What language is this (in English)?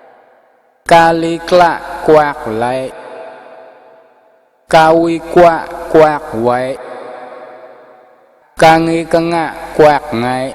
Mon